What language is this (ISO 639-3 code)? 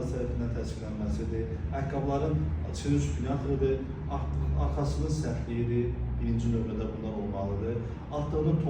aze